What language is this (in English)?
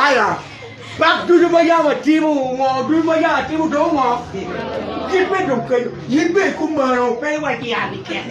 Acoli